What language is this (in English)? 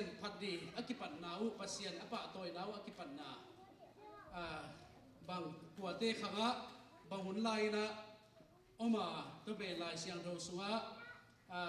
Tedim Chin